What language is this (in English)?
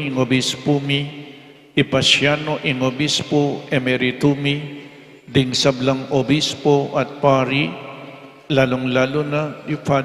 Pampanga